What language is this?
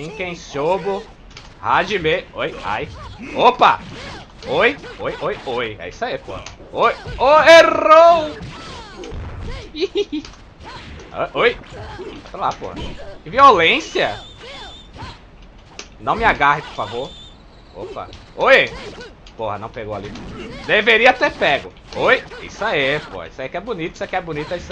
Portuguese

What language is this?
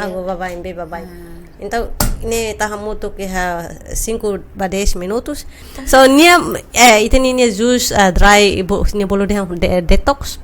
Tetum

